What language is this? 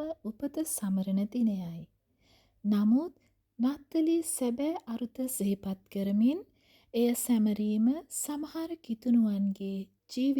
Sinhala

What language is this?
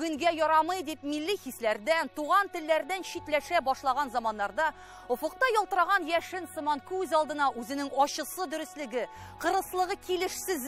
Tatar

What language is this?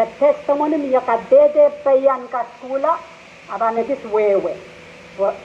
Pohnpeian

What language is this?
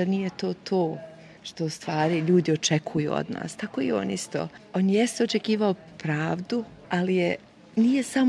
Serbian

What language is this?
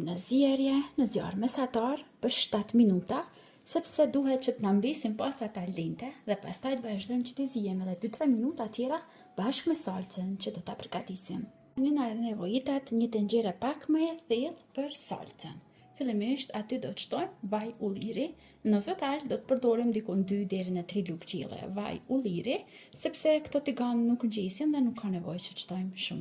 Albanian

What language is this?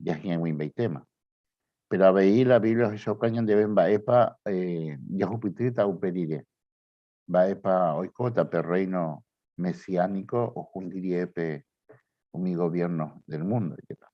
Guarani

